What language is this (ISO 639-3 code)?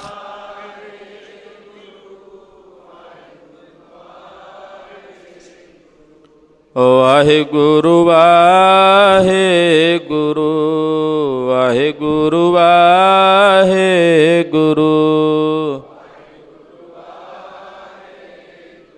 pan